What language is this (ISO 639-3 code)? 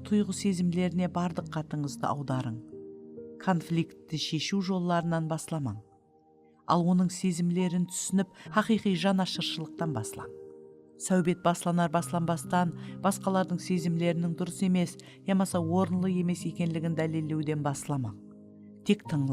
kaa